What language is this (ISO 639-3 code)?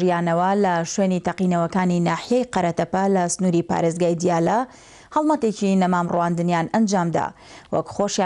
ckb